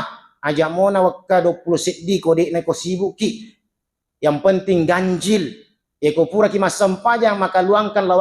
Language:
Buginese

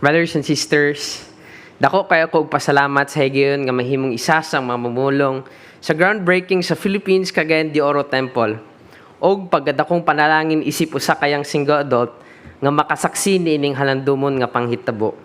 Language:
Cebuano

